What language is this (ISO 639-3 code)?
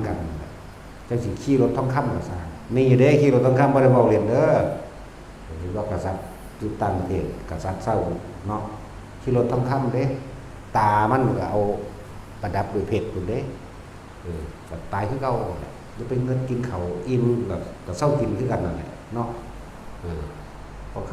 tts